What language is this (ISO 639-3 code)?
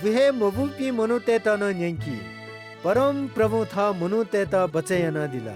new